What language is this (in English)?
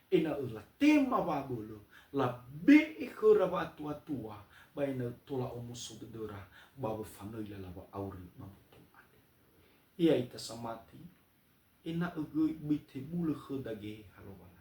Nias